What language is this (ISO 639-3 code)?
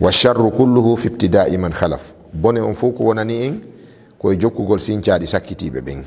ful